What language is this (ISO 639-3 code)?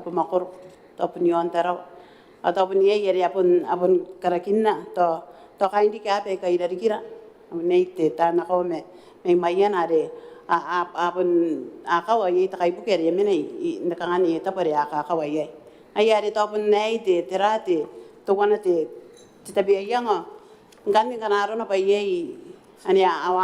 gil